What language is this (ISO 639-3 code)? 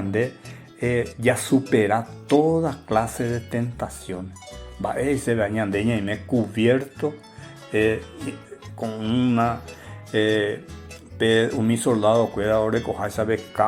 grn